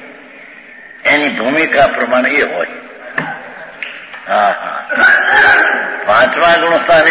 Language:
Gujarati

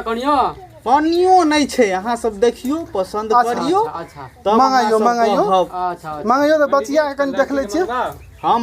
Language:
Maithili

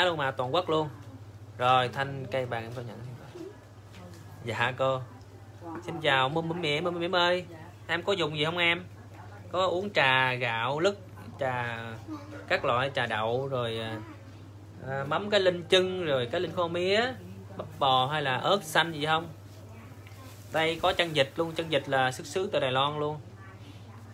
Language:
Vietnamese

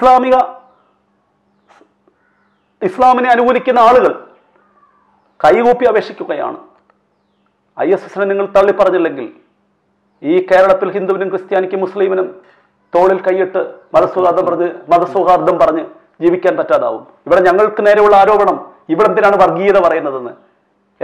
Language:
Malayalam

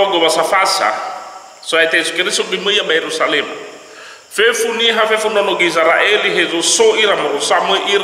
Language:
Nias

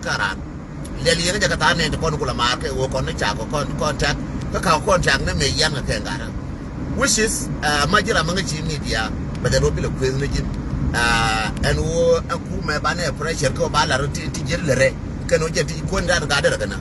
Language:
Nuer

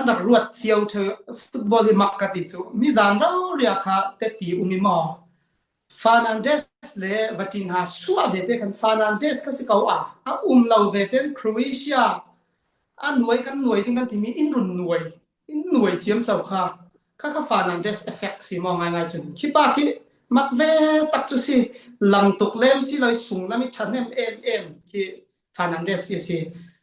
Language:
Falam Chin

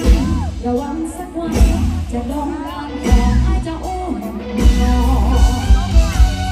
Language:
Thai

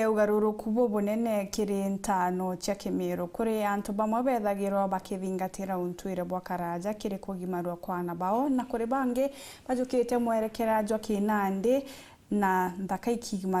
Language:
Meru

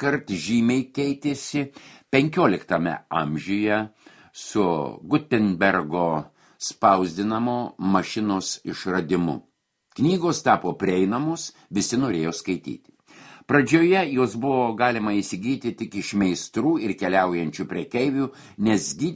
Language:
Lithuanian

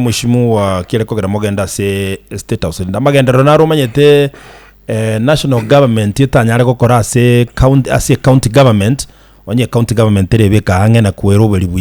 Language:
Gusii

